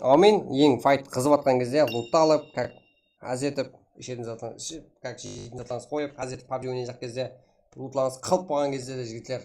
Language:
Kara-Kalpak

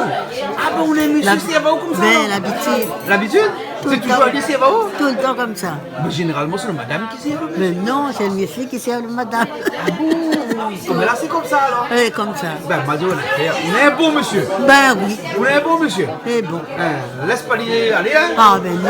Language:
Réunion Creole French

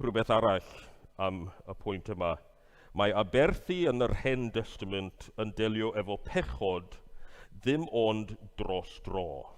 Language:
Welsh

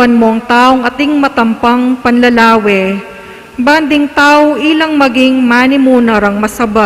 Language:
Pampanga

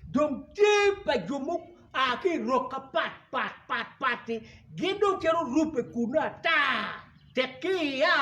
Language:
Acoli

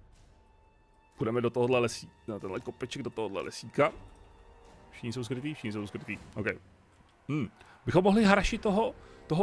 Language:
Czech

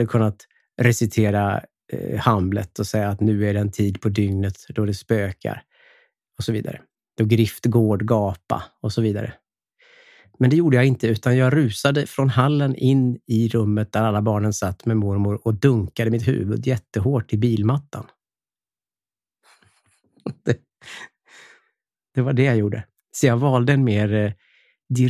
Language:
Swedish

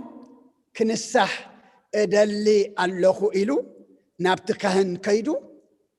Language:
Tigrinya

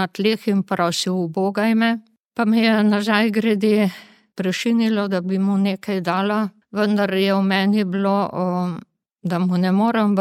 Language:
Slovenian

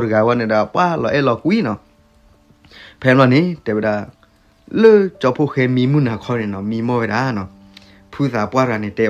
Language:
S'gaw Karen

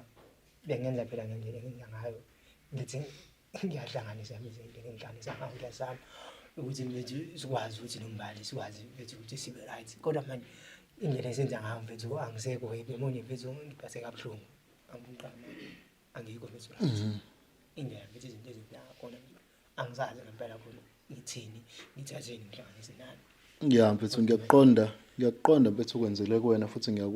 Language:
Zulu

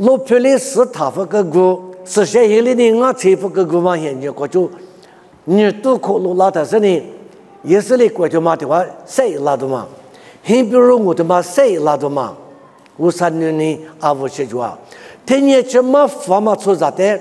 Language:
Lisu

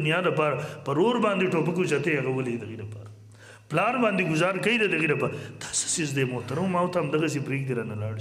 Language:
Pashto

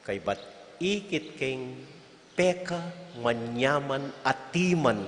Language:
Pampanga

